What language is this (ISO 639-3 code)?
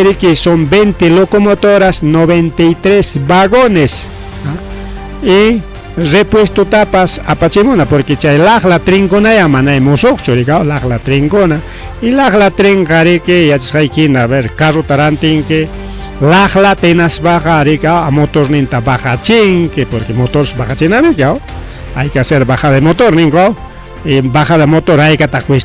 quy